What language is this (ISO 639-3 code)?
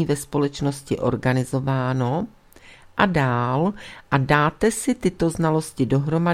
ces